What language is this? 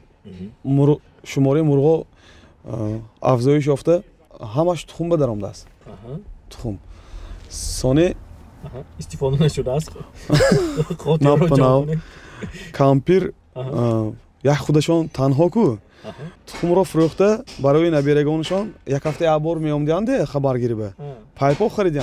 Tajik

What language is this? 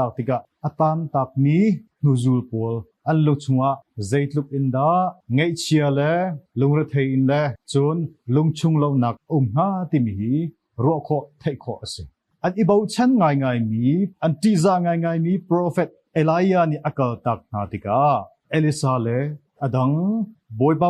Hakha Chin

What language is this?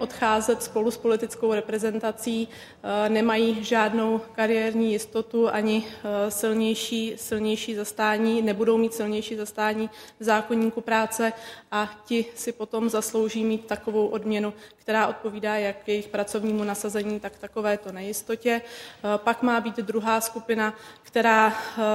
Czech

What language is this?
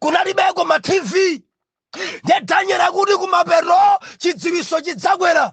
Nyanja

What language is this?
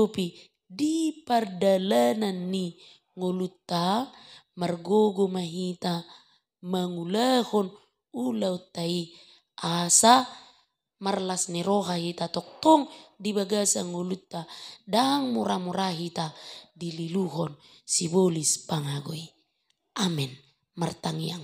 Batak Toba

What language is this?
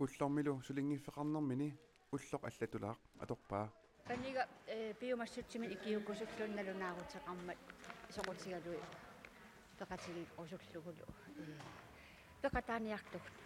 Kalaallisut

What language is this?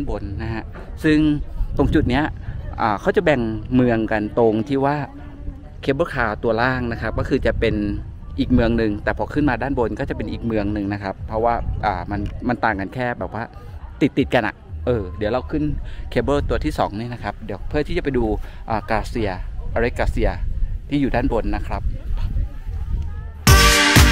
Thai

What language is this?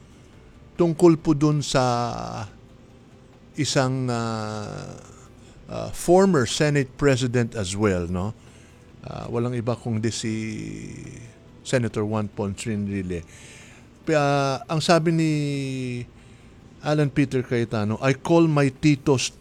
Filipino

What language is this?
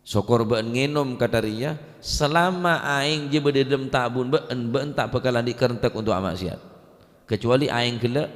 Madurese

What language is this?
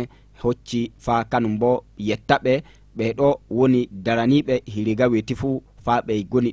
Fula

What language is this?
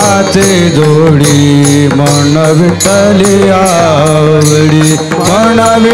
Marathi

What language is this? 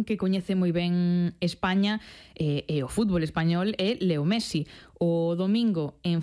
Galician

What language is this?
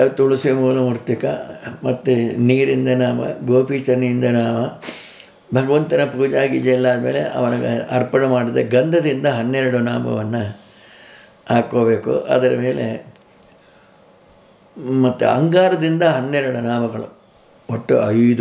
Kannada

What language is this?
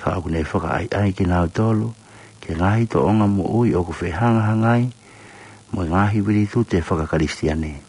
Tongan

